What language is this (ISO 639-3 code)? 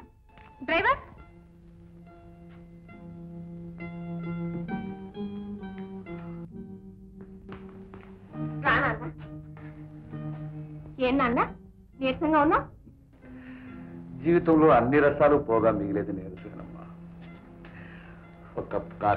tel